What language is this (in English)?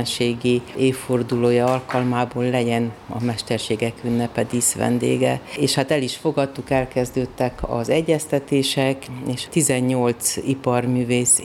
Hungarian